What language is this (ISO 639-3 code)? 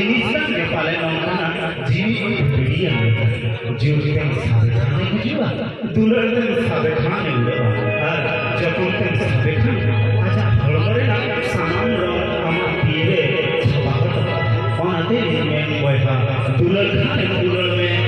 sat